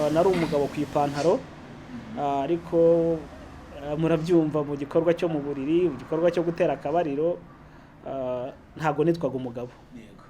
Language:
Kinyarwanda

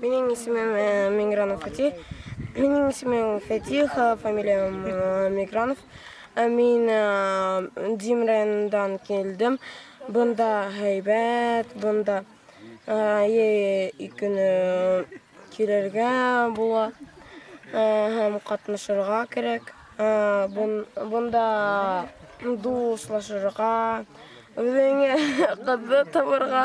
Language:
Bashkir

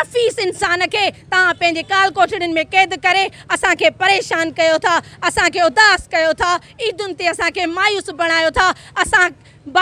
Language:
Sindhi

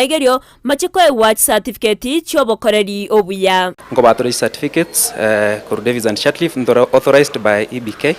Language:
Gusii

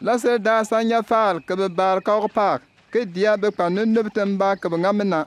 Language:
Bimoba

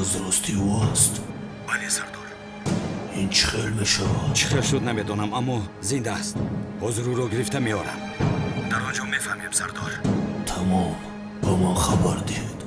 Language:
Tajik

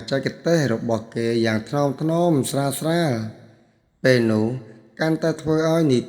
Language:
Khmer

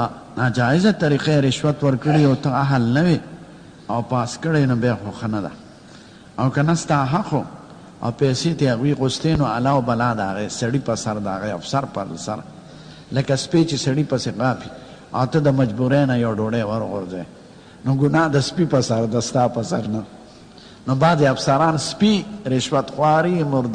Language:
Pashto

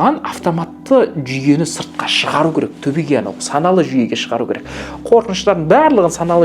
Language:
Kazakh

